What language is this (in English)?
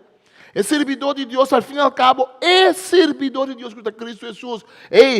Papiamento